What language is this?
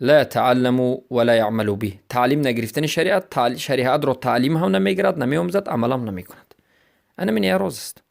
Persian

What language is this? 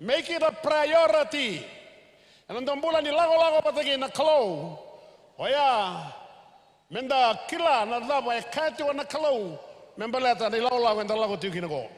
Fijian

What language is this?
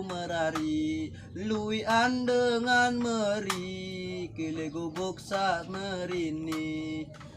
Sasak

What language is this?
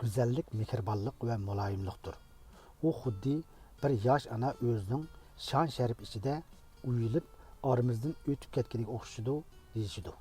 Uyghur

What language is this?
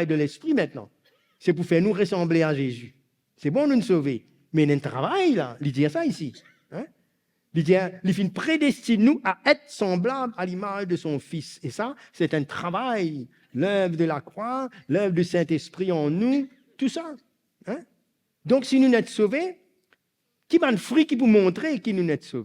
Morisyen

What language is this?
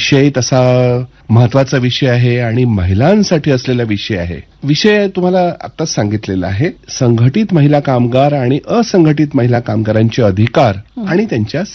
Marathi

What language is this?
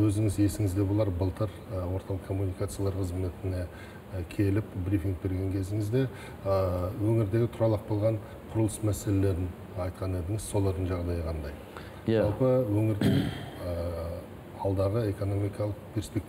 Kazakh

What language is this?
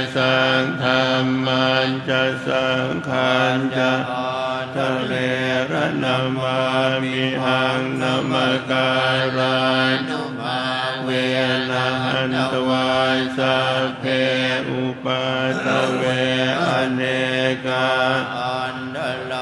Pali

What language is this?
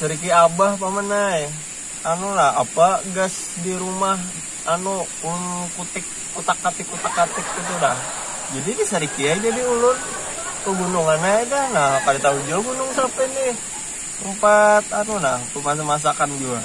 Banjar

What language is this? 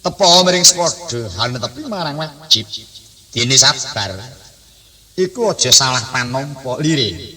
Javanese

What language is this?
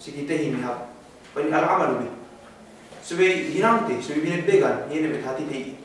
Yakan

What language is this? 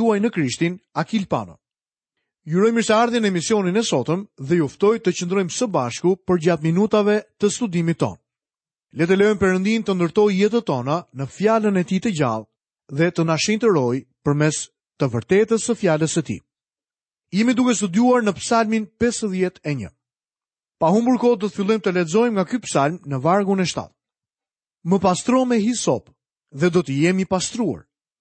Albanian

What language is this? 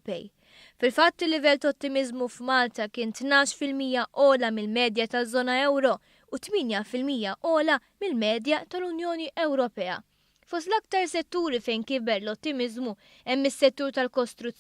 Maltese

